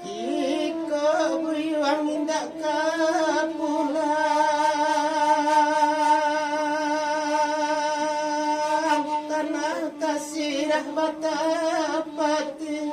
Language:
Minangkabau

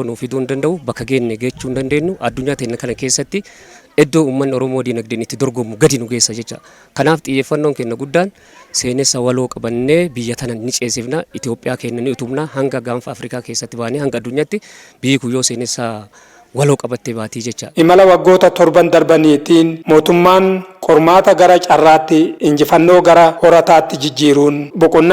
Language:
Oromo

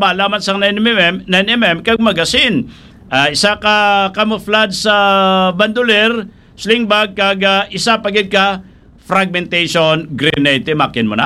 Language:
Hiligaynon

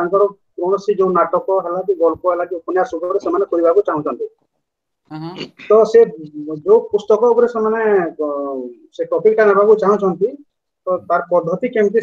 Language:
Odia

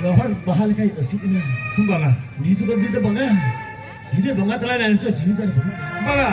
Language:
Santali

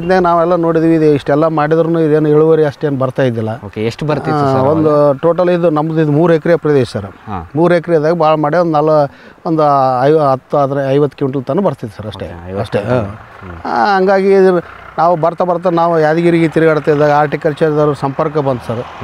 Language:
Kannada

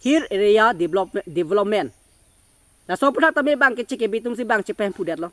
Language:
Karbi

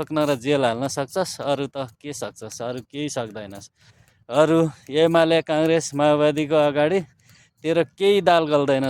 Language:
Nepali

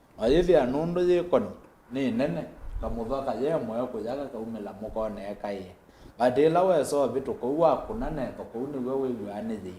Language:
Kamba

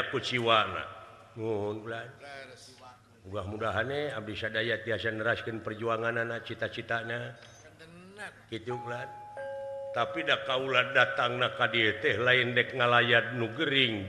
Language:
Sundanese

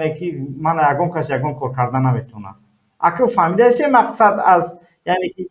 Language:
Tajik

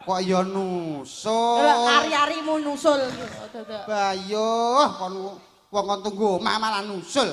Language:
Javanese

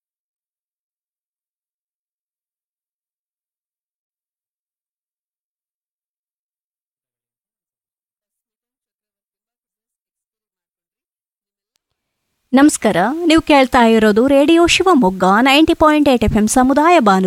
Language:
Kannada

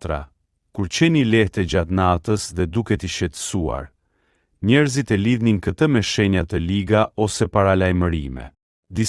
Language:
Albanian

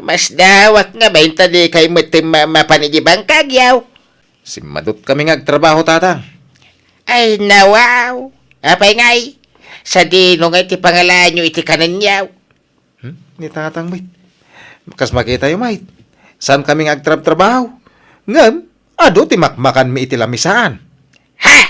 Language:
Iloko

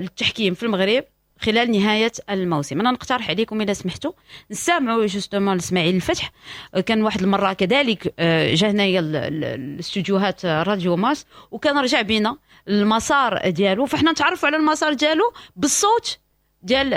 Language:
Moroccan Arabic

